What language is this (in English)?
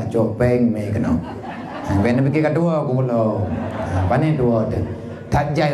Achinese